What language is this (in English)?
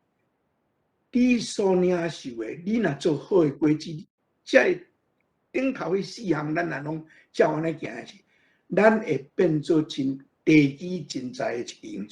Min Nan Chinese